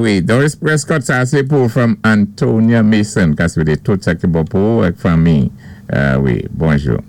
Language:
Saint Lucian Creole French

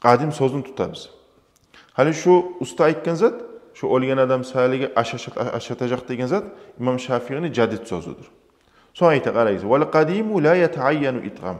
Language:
Kumyk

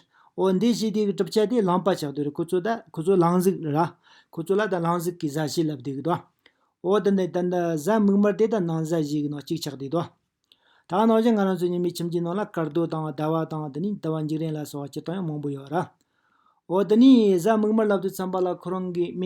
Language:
Tibetan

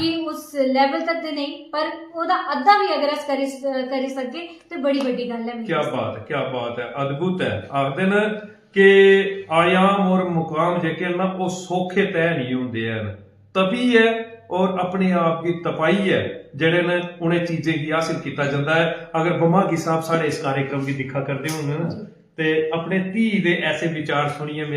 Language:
Dogri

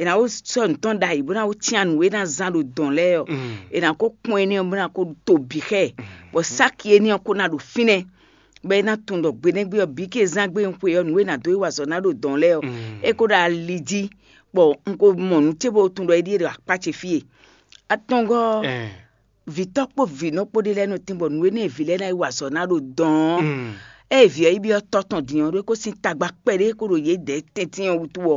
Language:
Fon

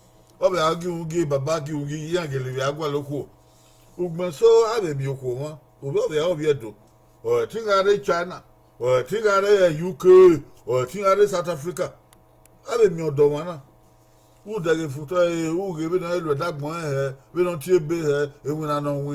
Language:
Bini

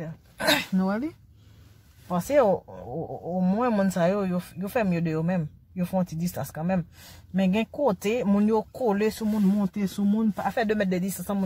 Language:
Haitian Creole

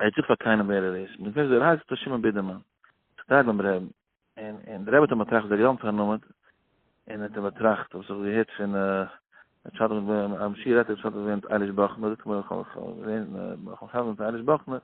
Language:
Yiddish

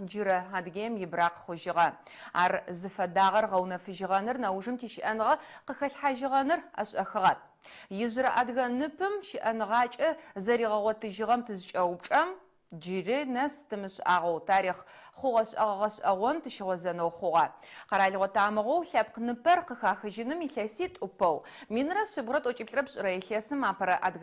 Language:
Adyghe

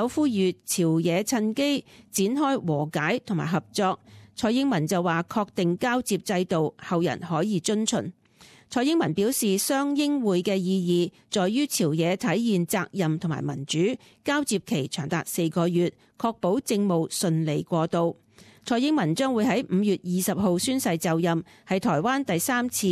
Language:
Cantonese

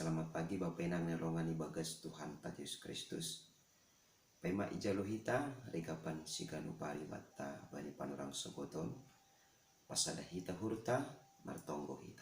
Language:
Batak Simalungun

